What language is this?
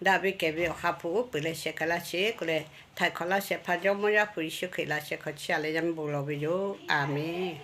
Lahu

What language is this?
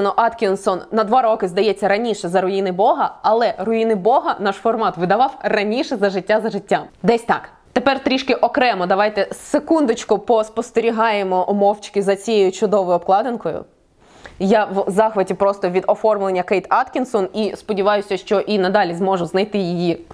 Ukrainian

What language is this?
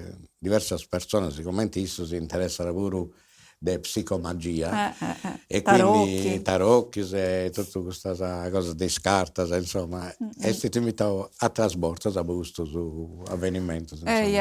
Sardinian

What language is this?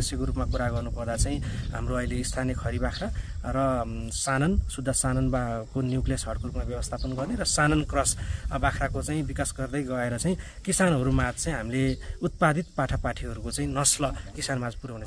Nepali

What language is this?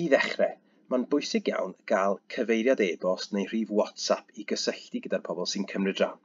Welsh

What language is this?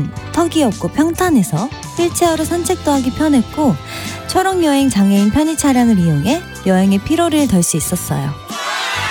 Korean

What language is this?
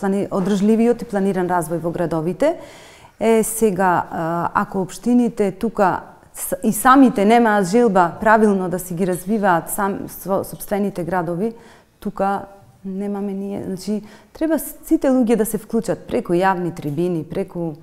Macedonian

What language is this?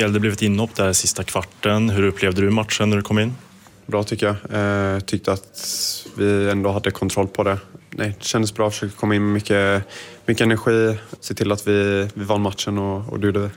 Swedish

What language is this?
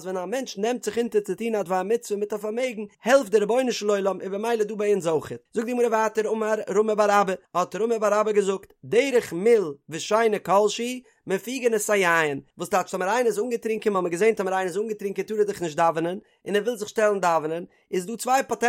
Yiddish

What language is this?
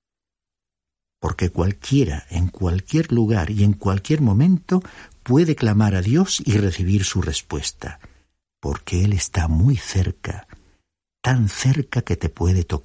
Spanish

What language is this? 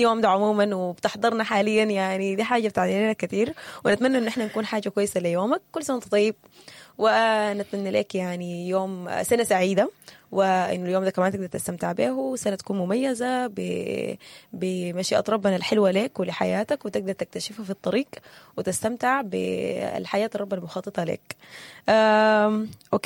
Sudanese Arabic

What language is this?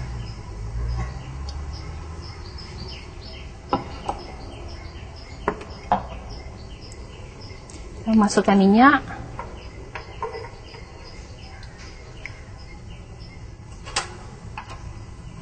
Malay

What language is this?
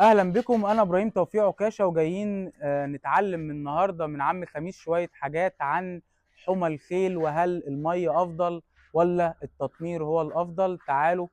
Egyptian Arabic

